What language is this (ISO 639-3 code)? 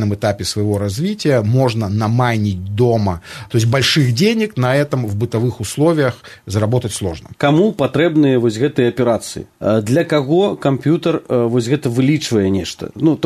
bel